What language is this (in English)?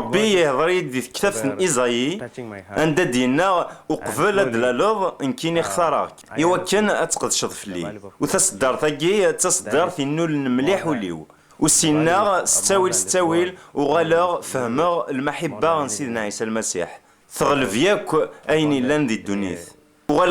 Kabyle